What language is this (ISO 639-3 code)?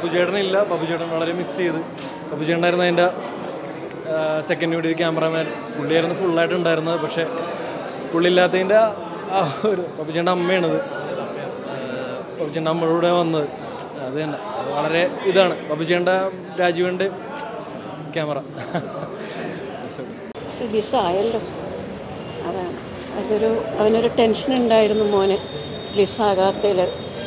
mal